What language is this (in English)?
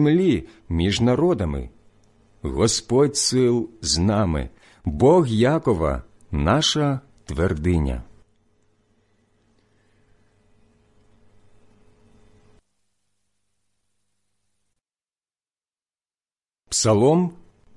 Ukrainian